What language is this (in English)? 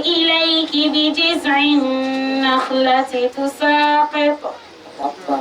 Dagbani